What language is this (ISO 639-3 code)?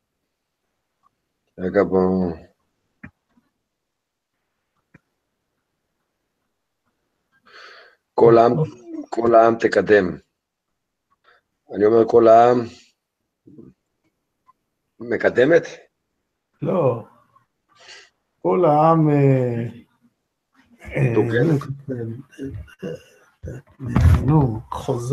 heb